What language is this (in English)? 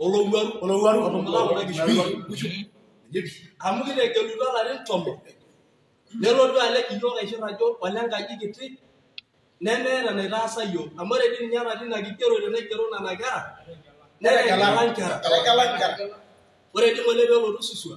Masai